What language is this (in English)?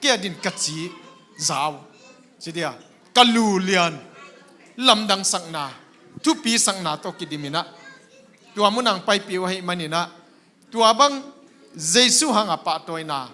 Tedim Chin